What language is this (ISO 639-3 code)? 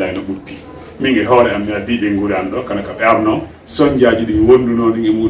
fuf